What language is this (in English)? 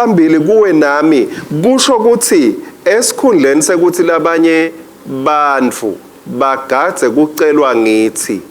Swati